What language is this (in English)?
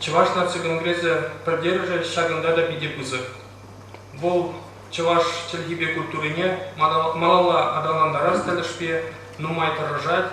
Chuvash